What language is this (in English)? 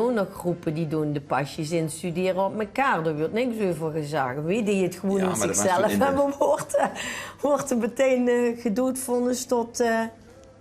Limburgish